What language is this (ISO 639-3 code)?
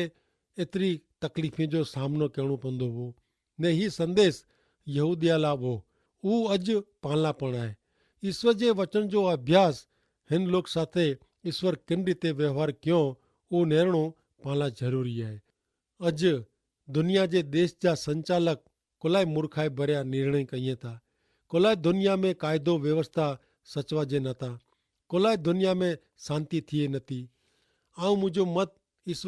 kfr